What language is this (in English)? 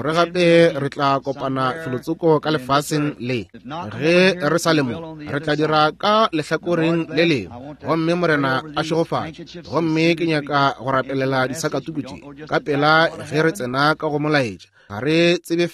Northern Sotho